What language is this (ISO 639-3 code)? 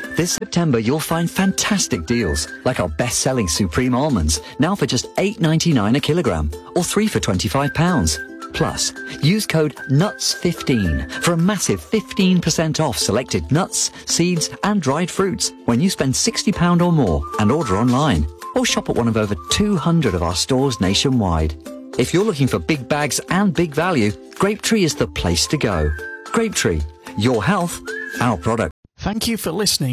eng